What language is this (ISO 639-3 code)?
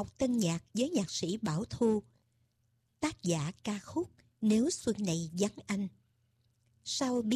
vie